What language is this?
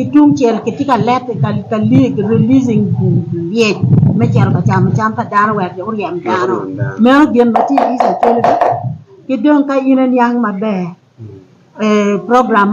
Acoli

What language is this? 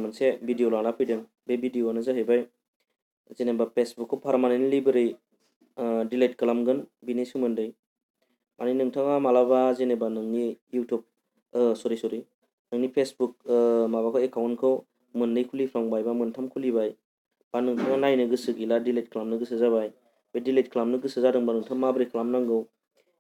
Bodo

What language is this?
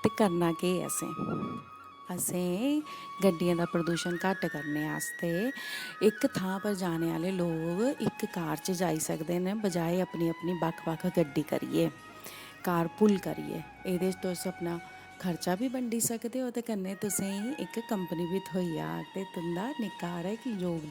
Dogri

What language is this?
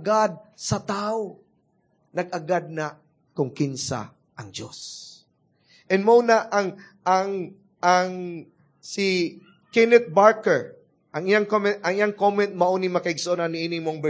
Cebuano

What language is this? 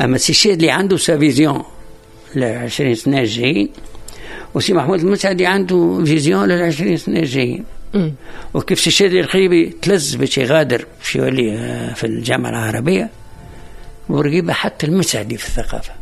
Tunisian Arabic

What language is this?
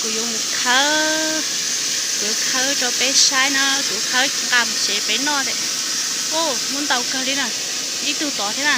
Hmong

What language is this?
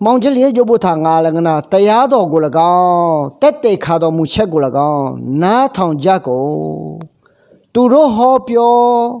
Akha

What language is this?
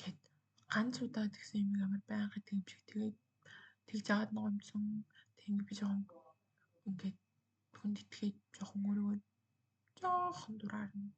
Mongolian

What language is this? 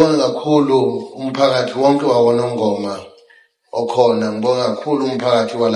Zulu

